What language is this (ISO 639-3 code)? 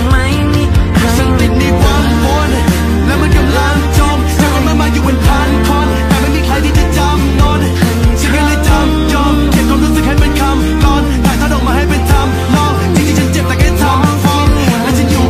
tha